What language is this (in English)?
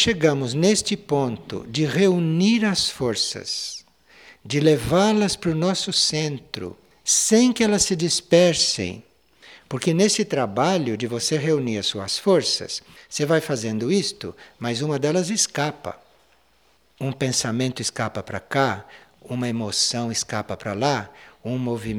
Portuguese